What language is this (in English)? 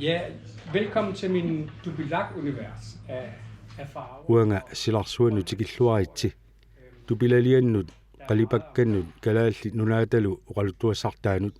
Kalaallisut